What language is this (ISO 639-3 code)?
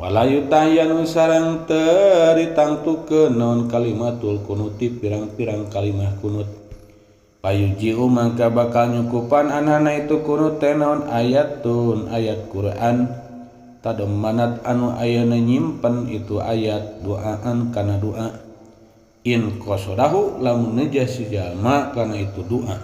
sun